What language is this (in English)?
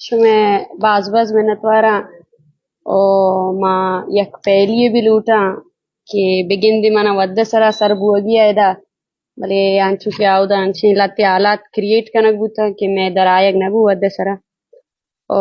Eastern Balochi